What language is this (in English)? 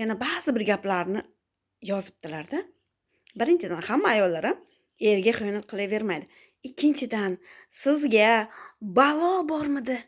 Uzbek